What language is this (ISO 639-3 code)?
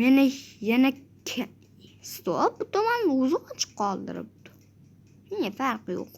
uzb